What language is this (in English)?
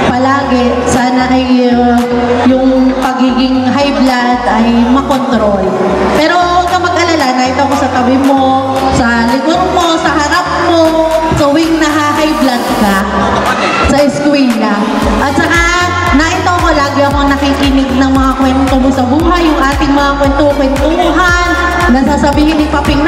Filipino